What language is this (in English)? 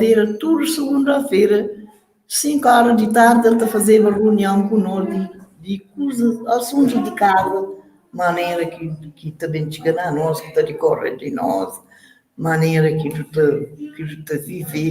Kabuverdianu